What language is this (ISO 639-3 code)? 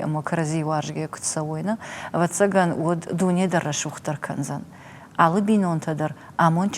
oss